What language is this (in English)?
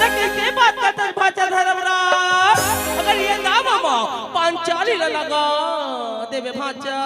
Chhattisgarhi